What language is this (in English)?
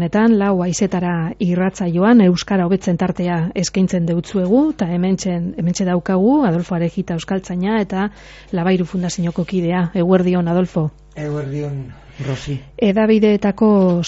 Basque